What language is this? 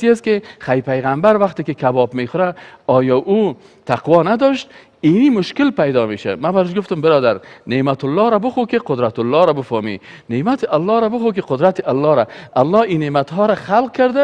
Persian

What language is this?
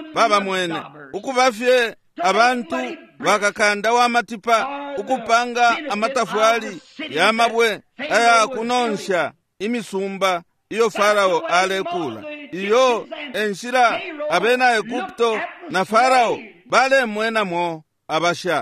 Bemba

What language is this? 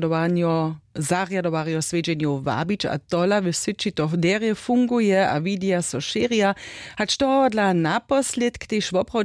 Upper Sorbian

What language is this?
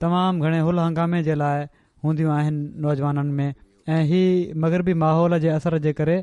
Sindhi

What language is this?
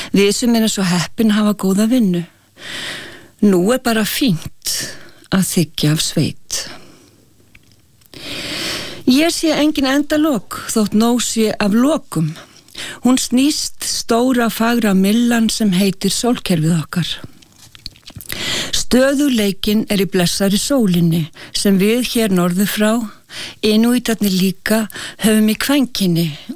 Icelandic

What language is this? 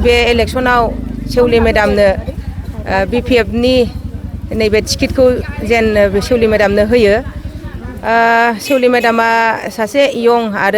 Bodo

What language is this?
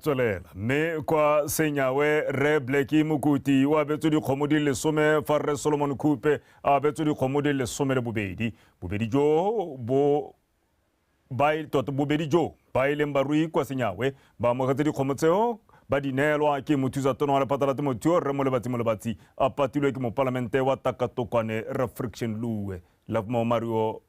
Tswana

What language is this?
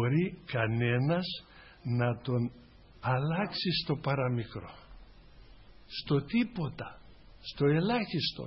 Greek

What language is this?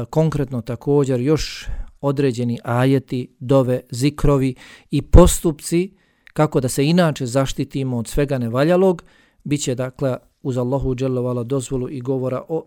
Bosnian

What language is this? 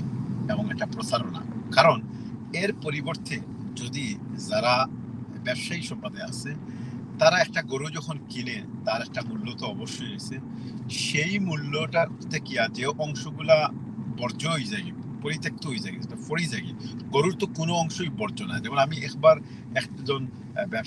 Sylheti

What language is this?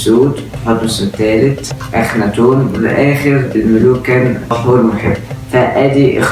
Egyptian Arabic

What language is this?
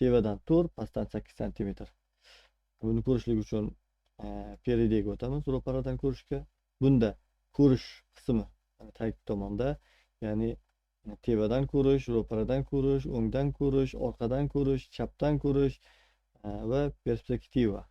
Uzbek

